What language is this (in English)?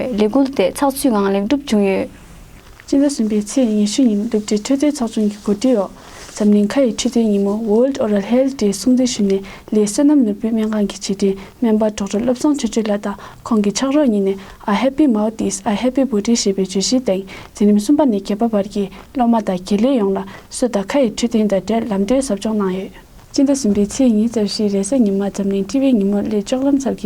Tibetan